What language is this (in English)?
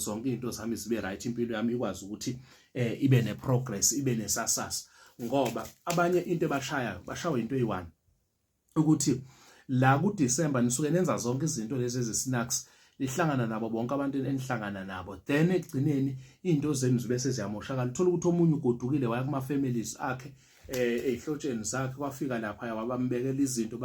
Zulu